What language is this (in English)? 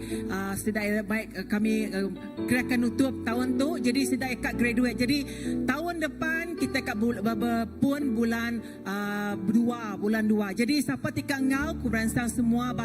Iban